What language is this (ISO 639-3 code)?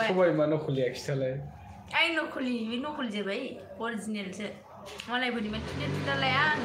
brx